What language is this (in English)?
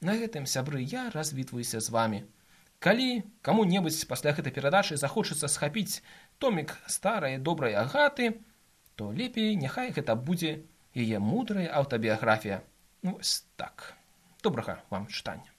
Belarusian